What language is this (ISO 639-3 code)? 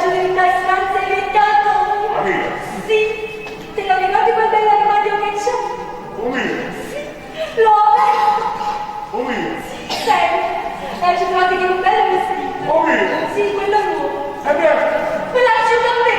nap